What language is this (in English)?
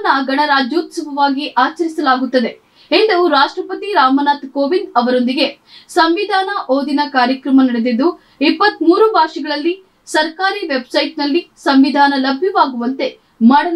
Kannada